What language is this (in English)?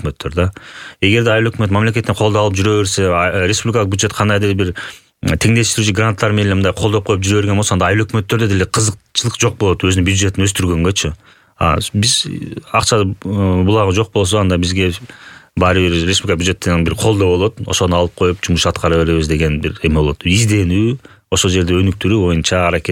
Kyrgyz